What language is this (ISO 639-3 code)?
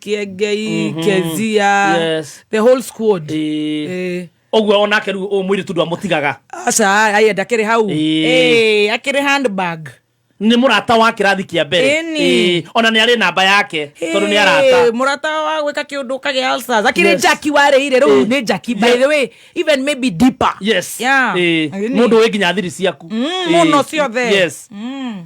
kik